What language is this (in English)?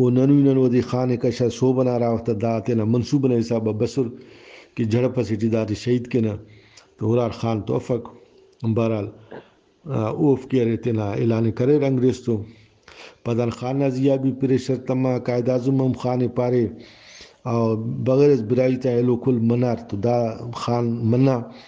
Brahui